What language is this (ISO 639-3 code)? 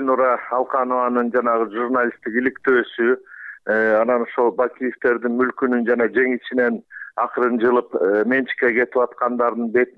kir